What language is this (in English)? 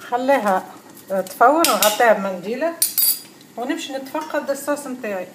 Tunisian Arabic